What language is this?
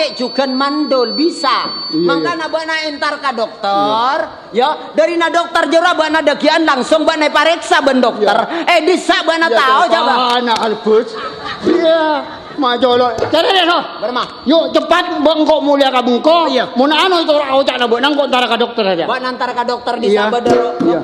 Madurese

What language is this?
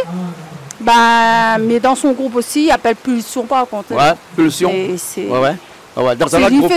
Réunion Creole French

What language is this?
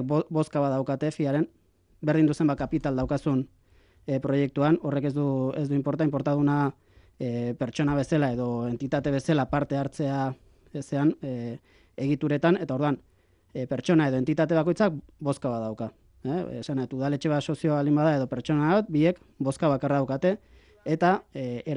Basque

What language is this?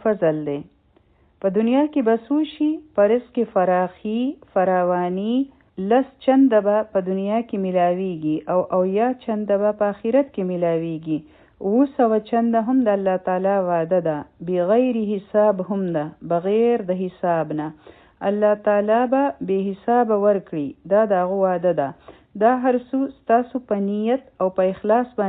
Pashto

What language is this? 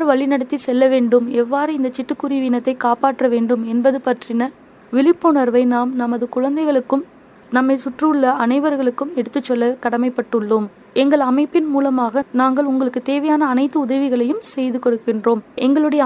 Tamil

